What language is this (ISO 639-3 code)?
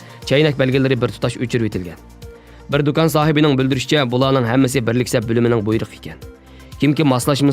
uig